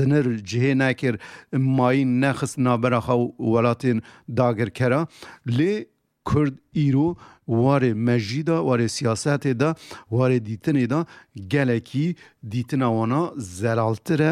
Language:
Kurdish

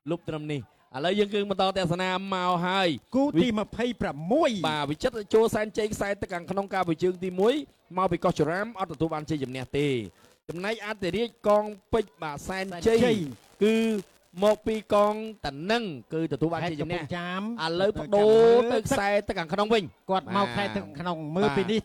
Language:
Khmer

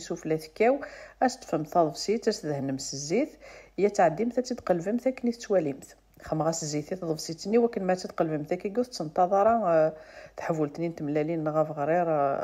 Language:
Kabyle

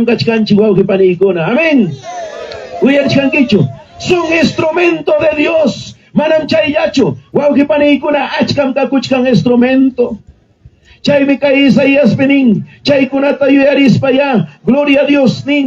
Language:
Ayacucho Quechua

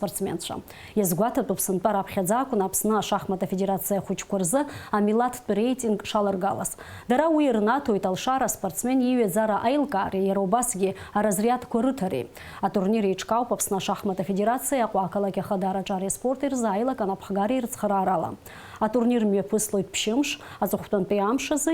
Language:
Abkhazian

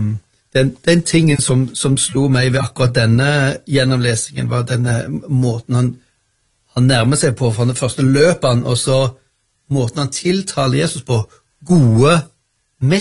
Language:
Norwegian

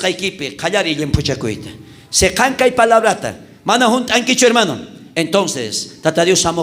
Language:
South Bolivian Quechua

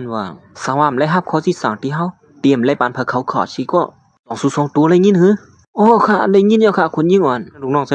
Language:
Shan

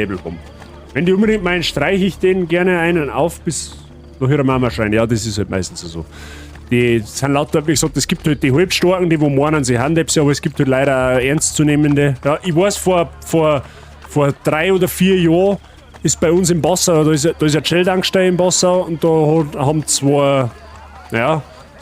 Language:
Bavarian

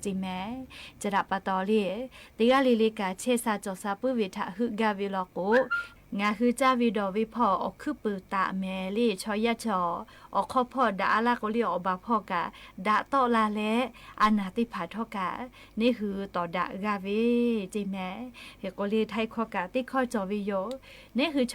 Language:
Lahu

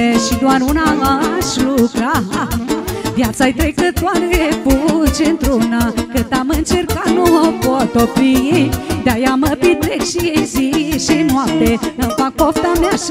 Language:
Romanian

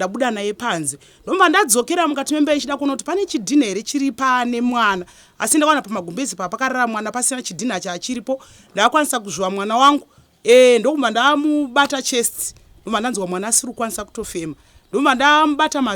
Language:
Shona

